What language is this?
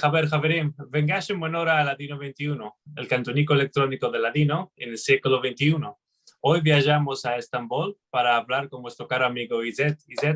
Ladino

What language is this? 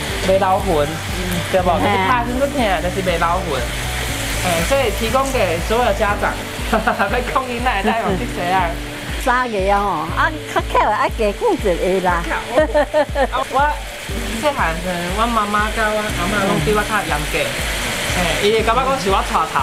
Min Nan Chinese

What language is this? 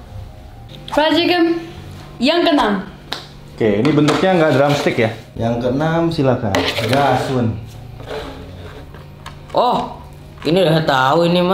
Indonesian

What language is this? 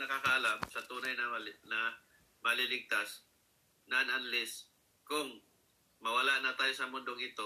Filipino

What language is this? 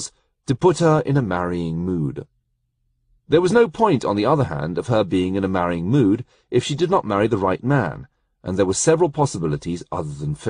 English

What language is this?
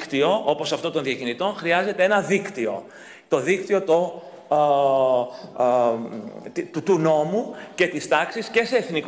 Greek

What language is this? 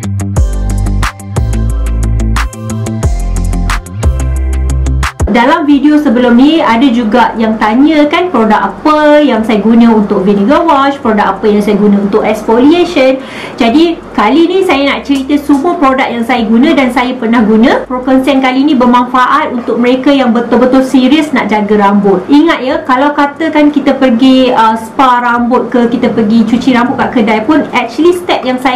Malay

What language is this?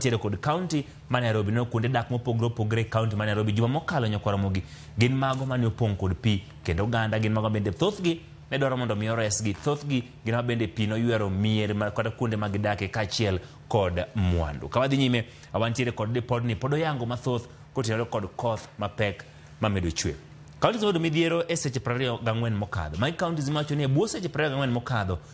Luo (Kenya and Tanzania)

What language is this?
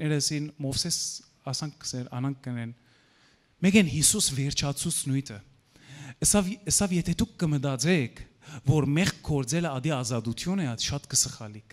Western Armenian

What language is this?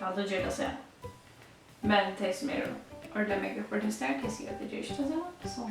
Faroese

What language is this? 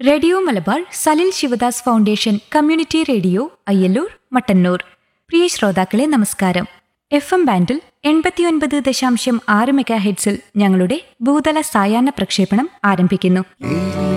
Malayalam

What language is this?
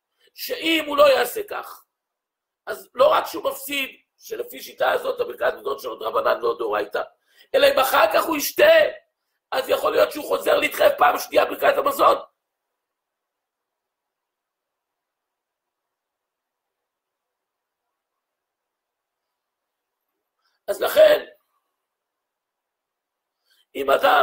Hebrew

